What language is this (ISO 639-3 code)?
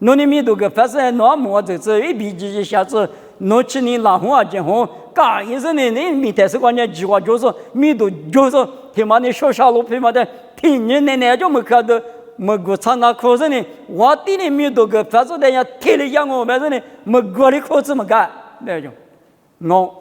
lis